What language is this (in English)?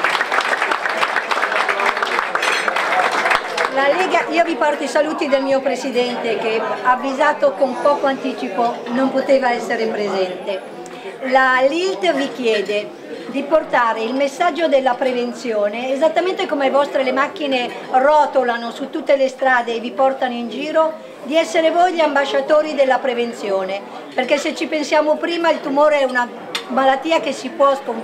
Italian